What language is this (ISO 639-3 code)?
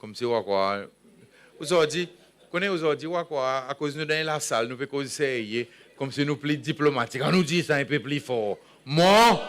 crs